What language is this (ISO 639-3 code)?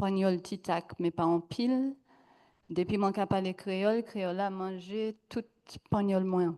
gcf